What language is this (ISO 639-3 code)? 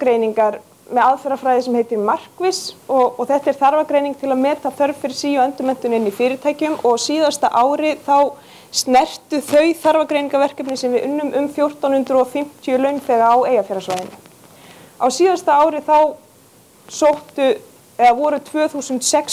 isl